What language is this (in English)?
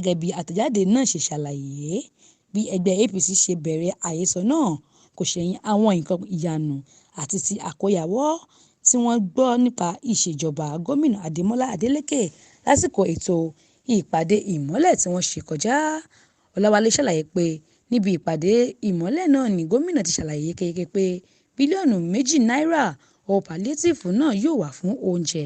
Yoruba